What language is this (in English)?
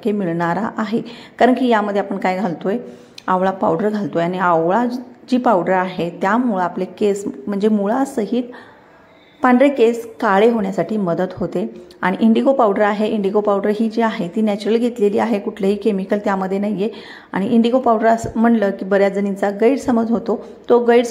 Marathi